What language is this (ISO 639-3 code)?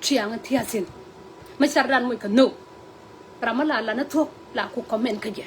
nus